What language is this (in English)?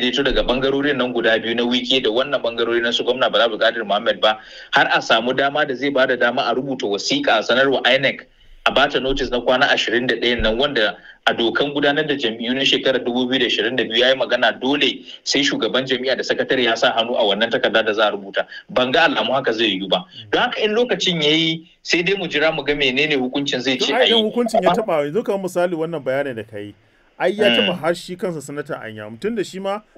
Hausa